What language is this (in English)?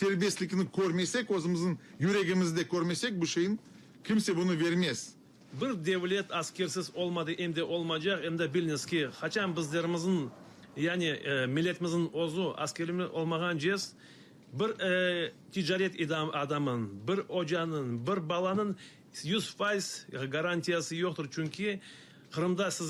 Crimean Tatar